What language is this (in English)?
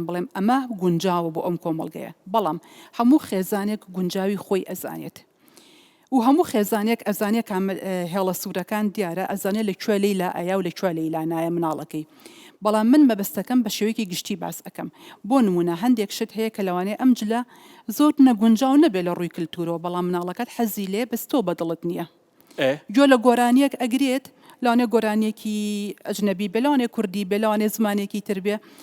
Central Kurdish